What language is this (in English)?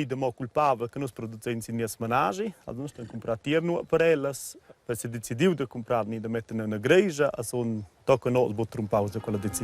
Romansh